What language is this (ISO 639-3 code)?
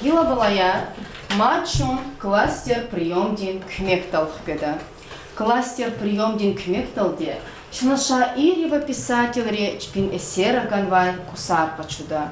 lez